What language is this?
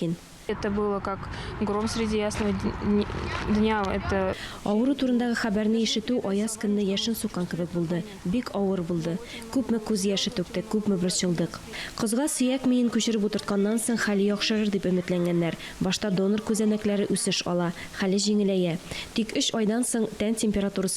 Tatar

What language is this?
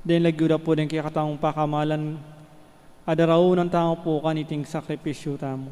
Pampanga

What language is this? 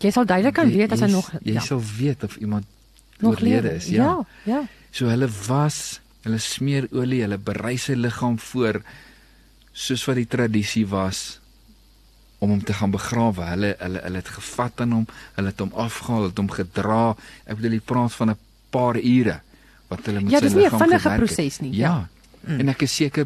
Afrikaans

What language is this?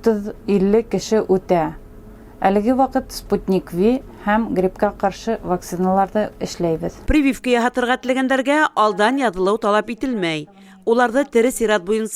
Bashkir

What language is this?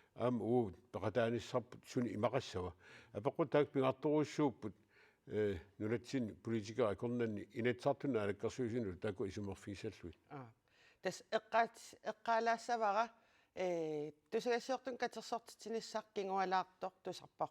Kalaallisut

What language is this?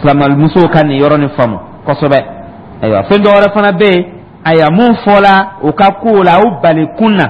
Dyula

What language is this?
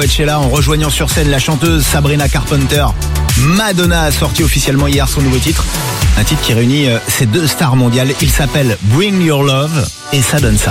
French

